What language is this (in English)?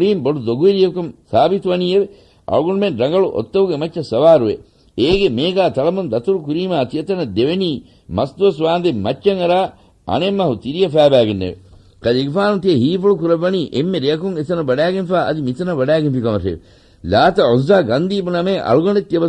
Divehi